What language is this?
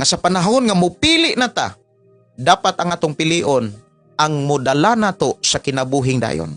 Cebuano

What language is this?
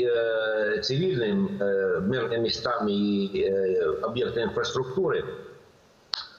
Ukrainian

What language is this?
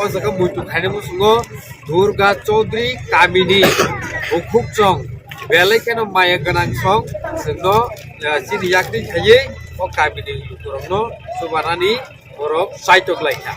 Kok Borok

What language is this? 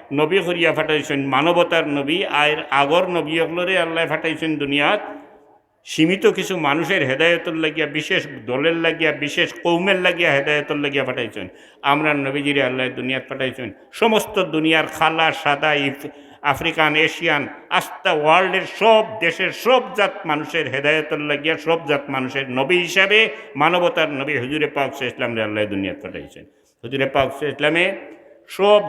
Sylheti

